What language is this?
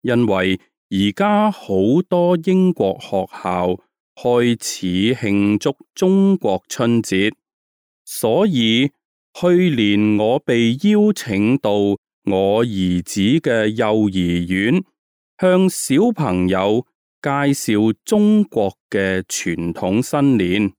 Cantonese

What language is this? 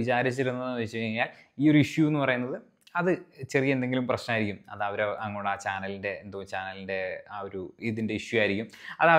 Malayalam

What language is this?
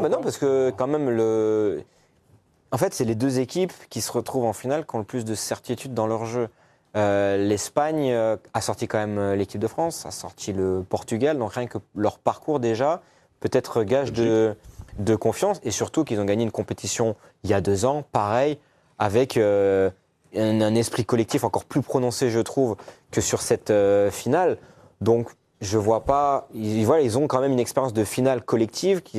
French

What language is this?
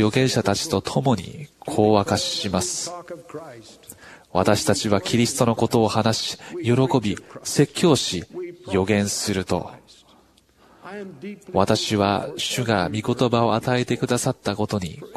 Japanese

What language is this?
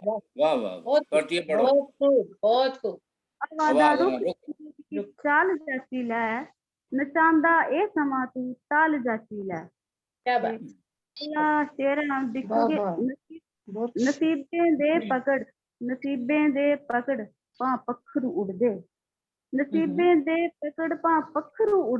Dogri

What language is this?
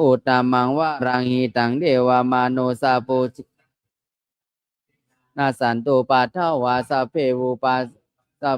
Pali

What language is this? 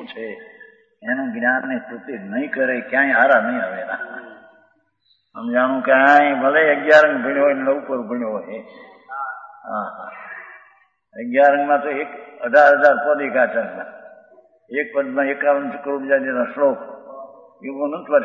Gujarati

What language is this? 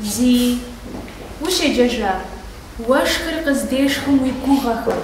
Kabardian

